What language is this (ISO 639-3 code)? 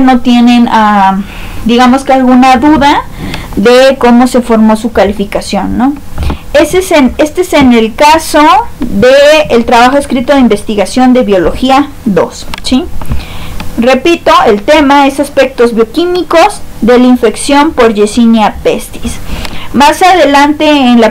spa